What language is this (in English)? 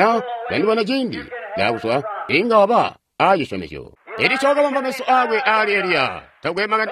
Tonga (Zambia)